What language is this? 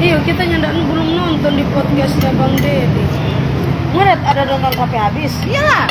Manado Malay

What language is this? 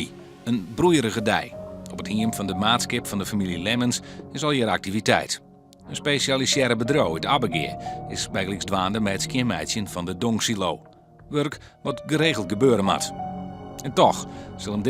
Western Frisian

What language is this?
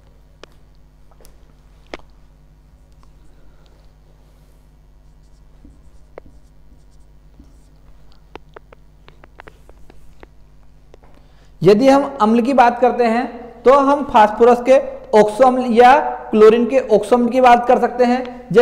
Hindi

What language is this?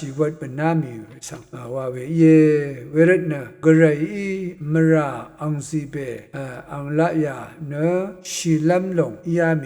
Rawang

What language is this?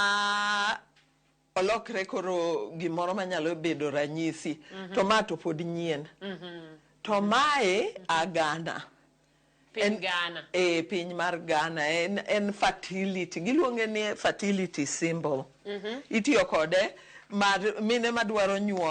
Luo (Kenya and Tanzania)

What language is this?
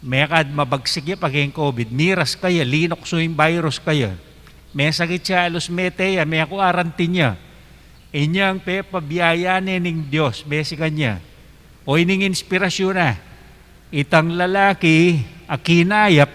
Pampanga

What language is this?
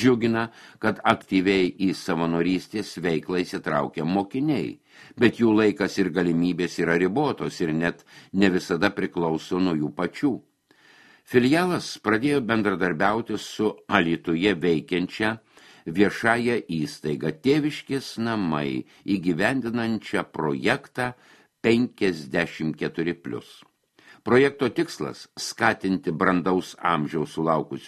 Lithuanian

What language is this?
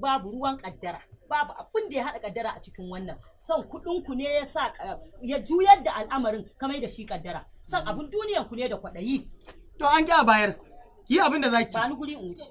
Hausa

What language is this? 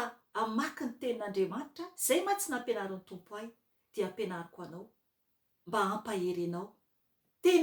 Malagasy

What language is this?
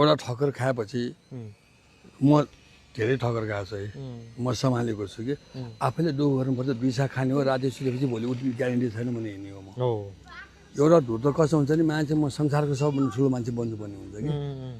Nepali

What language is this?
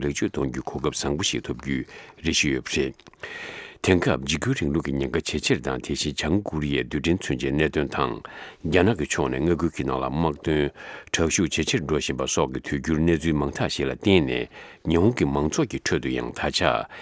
Tibetan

